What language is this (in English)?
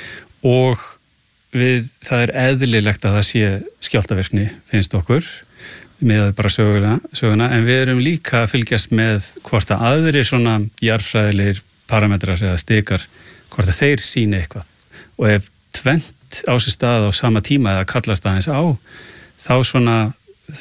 Icelandic